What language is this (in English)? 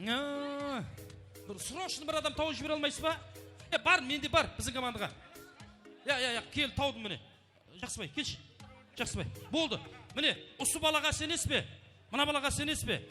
Kara-Kalpak